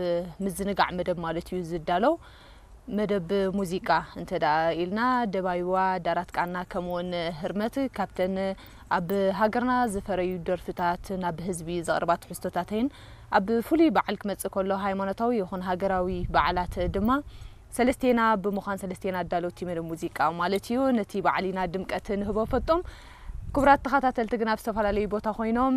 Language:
Tigrinya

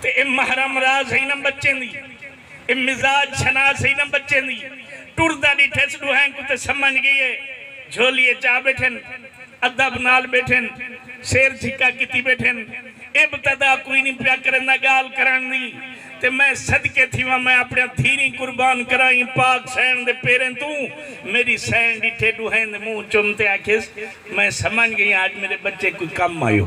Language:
Saraiki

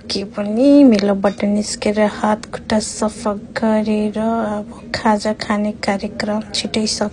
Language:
Nepali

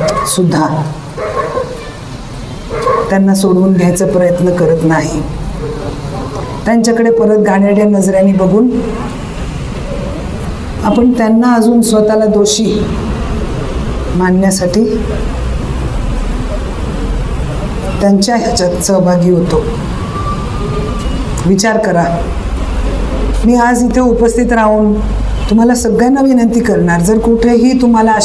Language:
Marathi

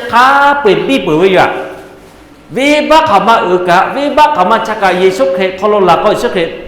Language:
Lahu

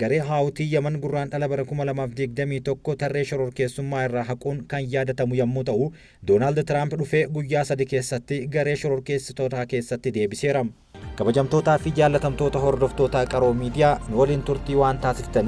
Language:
Oromo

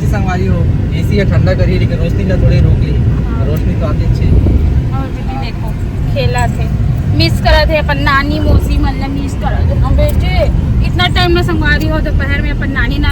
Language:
Chhattisgarhi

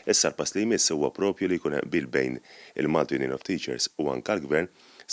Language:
Maltese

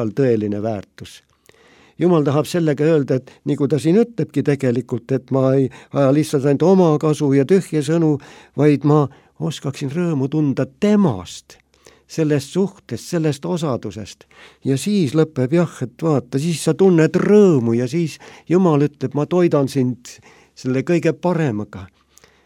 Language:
Estonian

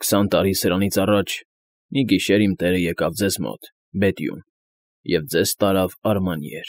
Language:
Armenian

